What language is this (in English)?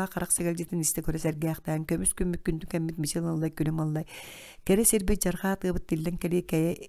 Yakut